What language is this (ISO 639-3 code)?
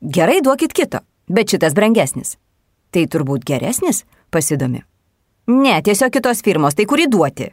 lit